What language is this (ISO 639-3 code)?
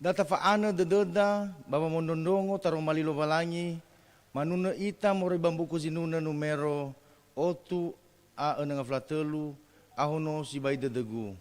nia